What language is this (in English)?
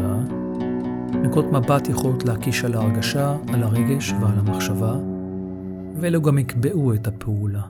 Hebrew